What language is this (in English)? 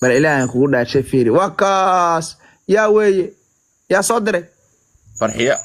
Somali